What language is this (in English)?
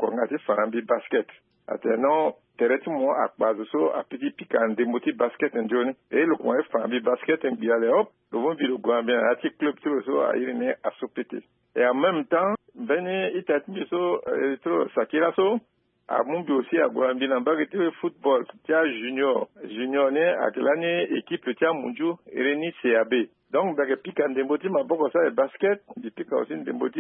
Sango